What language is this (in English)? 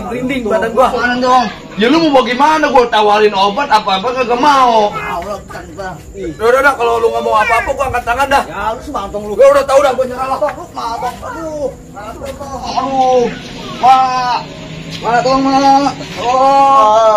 Betawi